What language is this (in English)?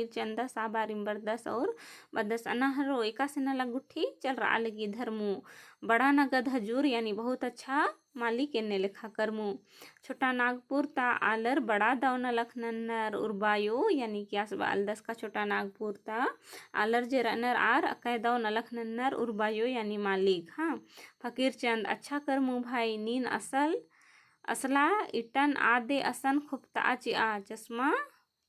Kurukh